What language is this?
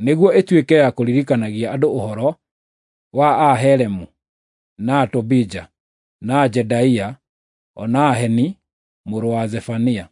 Kikuyu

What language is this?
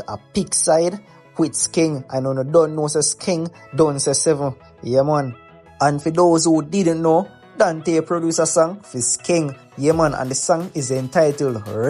Jamaican Creole English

